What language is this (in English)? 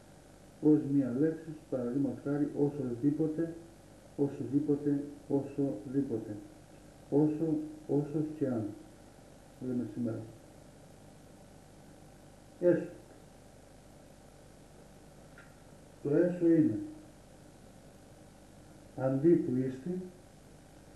Greek